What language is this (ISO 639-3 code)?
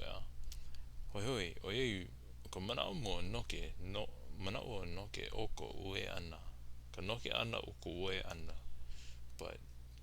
haw